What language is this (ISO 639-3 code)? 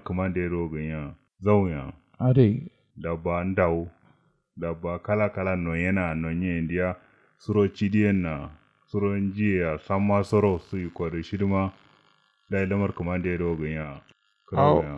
kau